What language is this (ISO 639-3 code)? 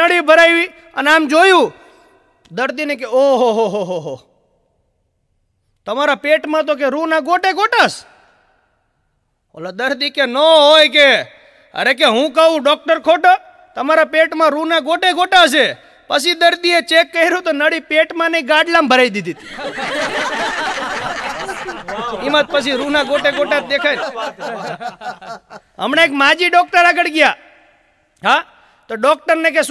guj